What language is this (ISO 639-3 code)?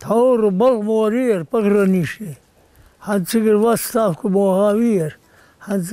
inh